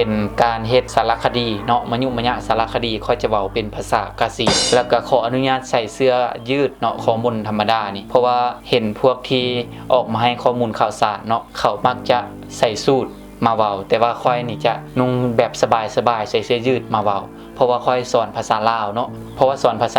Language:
Lao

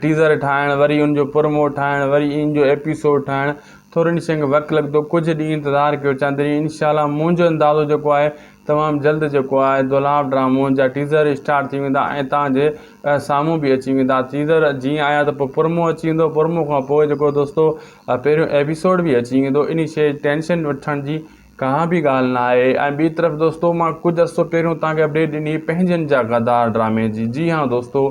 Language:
Sindhi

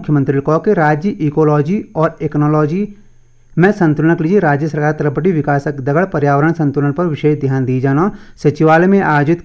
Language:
Garhwali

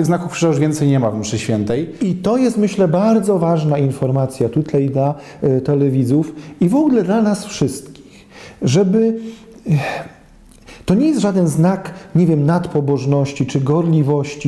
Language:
Polish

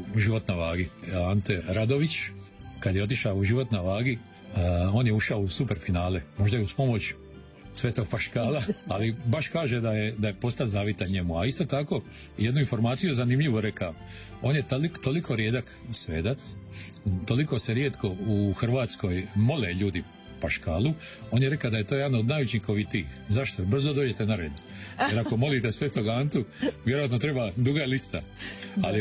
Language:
Croatian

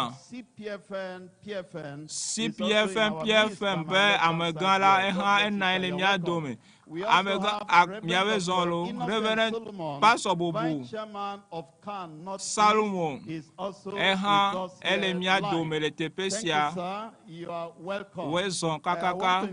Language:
Ewe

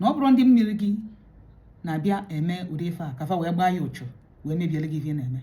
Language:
Igbo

